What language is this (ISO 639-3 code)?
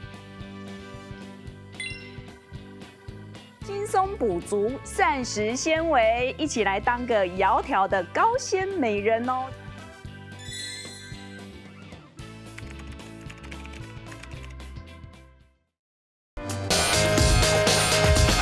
zho